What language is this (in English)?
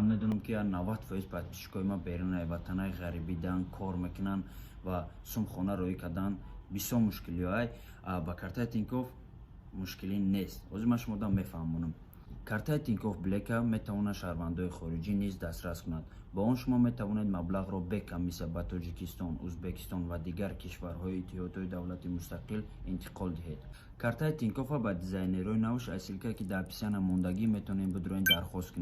Tajik